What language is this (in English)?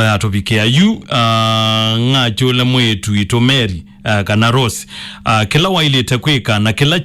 Kamba